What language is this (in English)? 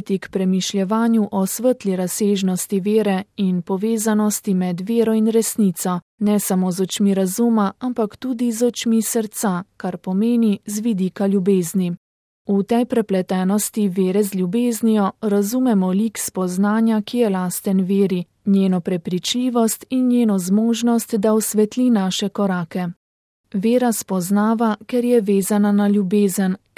Slovenian